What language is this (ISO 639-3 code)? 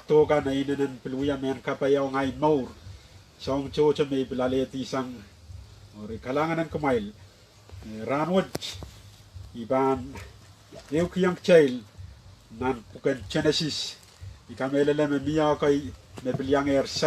pon